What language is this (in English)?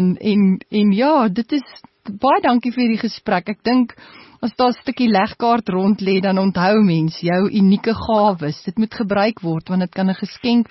Afrikaans